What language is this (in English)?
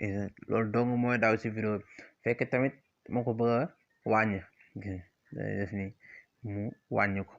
Wolof